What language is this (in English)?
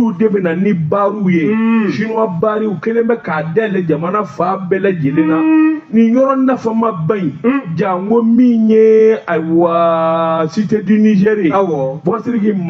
Bambara